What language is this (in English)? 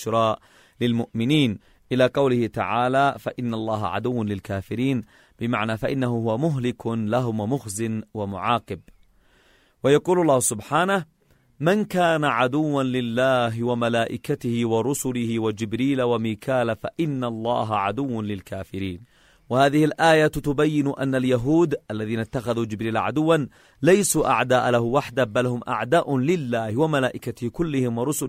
Arabic